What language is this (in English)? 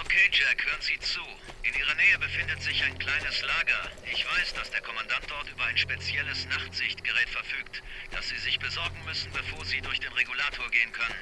Bavarian